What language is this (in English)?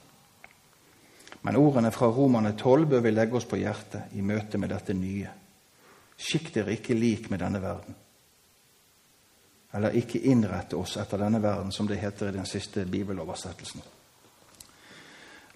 Norwegian